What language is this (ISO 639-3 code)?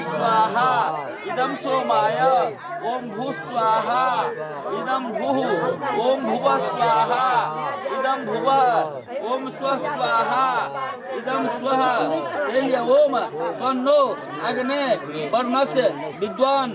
mai